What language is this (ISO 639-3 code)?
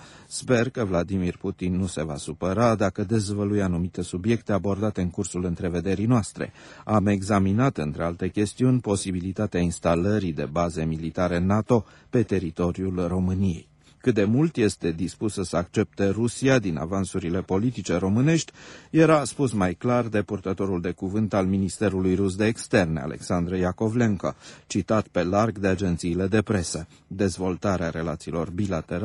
ron